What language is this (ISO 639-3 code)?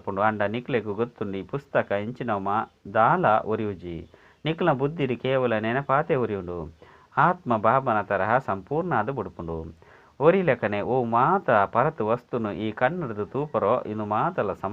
tcy